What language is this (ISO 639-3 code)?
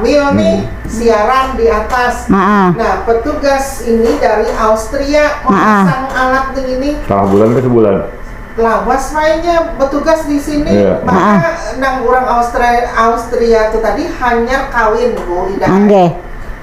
bjn